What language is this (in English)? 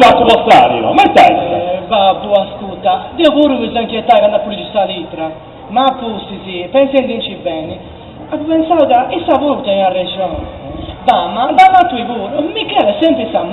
Sardinian